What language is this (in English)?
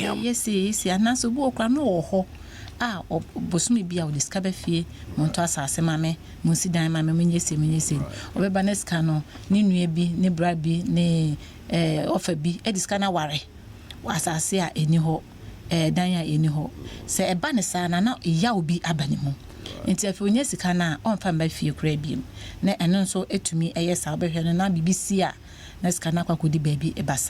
Akan